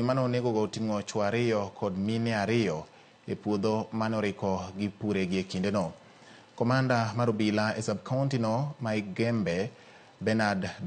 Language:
Luo (Kenya and Tanzania)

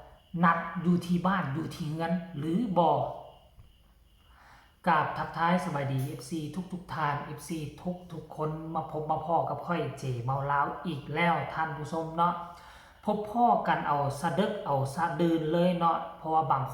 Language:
Northeastern Thai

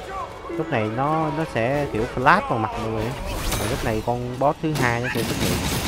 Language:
Vietnamese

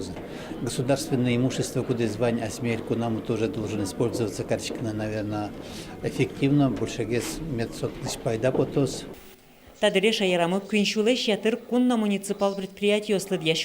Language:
Udmurt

